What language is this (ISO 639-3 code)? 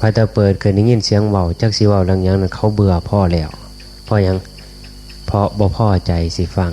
tts